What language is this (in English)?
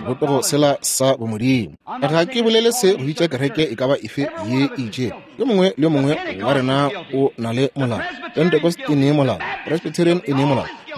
Northern Sotho